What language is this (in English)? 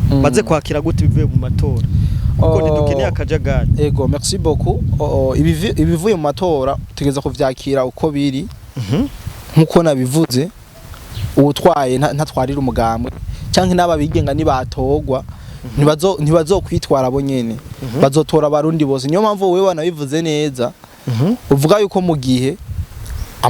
Rundi